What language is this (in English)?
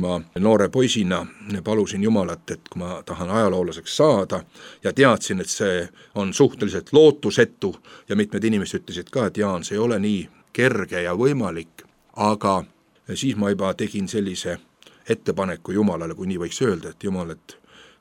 Estonian